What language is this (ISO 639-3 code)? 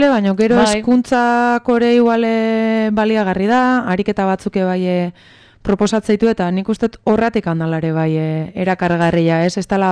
eus